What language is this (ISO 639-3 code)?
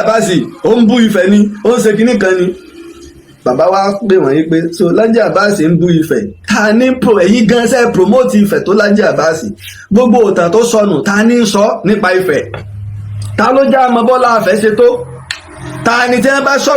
yor